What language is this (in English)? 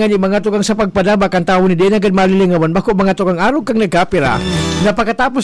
Bikol